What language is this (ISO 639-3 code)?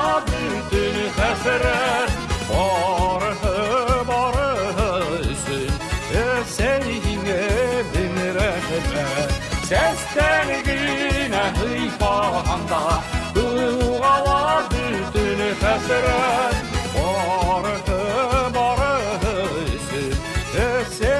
bak